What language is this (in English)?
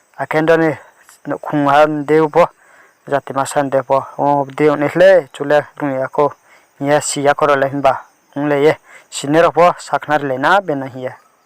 Riang (India)